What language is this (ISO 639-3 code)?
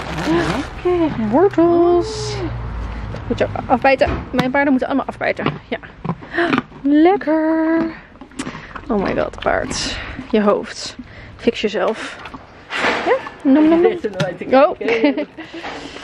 nld